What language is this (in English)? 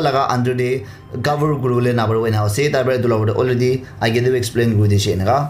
Naga Pidgin